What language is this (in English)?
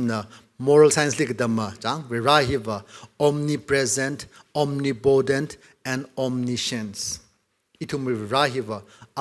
Tangkhul Naga (India)